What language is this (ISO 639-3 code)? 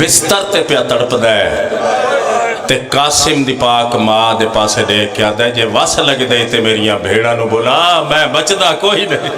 phr